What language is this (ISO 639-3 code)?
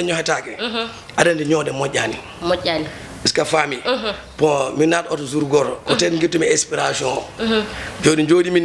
ful